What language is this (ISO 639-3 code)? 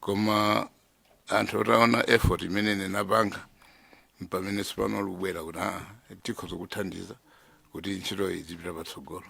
nya